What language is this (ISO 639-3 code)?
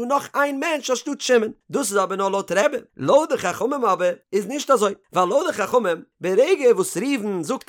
yid